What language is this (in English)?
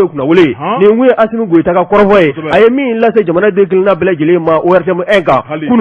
Bambara